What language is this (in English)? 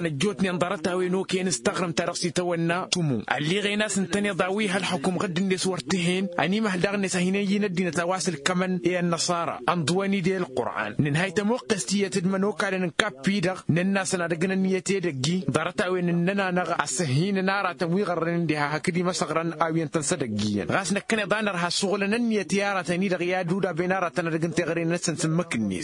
Tamasheq